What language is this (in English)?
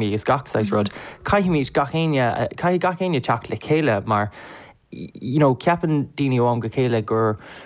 Irish